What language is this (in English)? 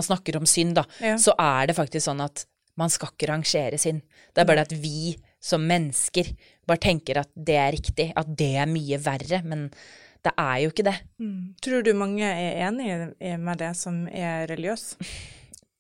Norwegian